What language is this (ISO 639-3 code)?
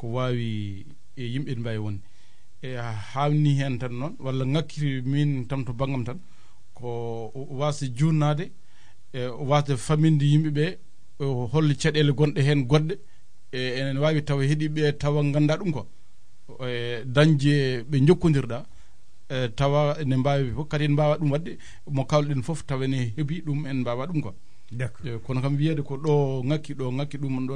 ful